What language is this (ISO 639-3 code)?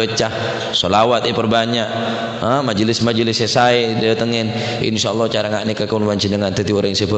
mad